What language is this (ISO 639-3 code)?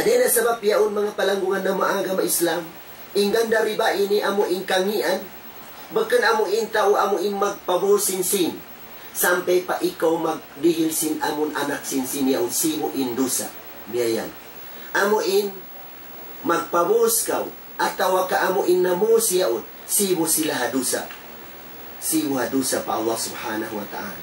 tsg